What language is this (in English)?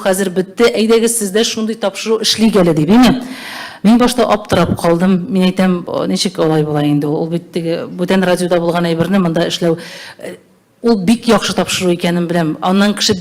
Tatar